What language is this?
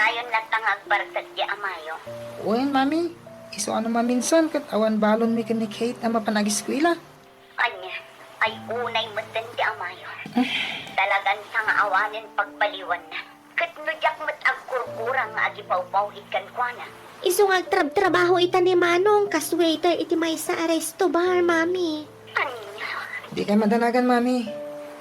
Iloko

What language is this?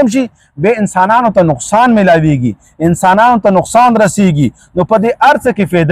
Pashto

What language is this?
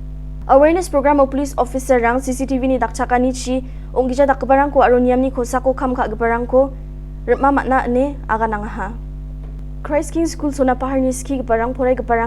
Garo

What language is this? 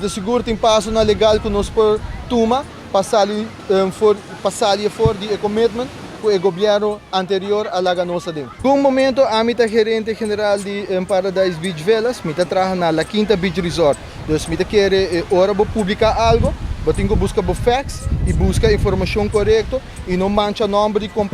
Papiamento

